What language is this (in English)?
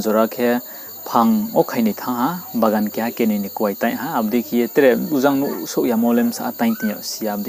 Riang (India)